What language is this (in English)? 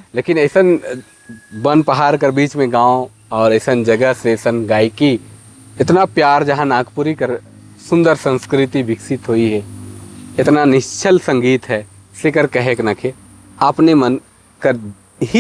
Sadri